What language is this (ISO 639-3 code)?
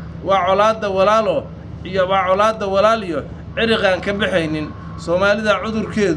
som